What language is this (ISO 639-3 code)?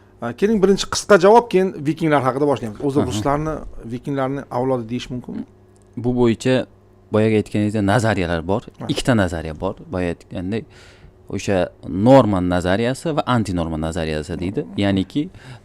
uzb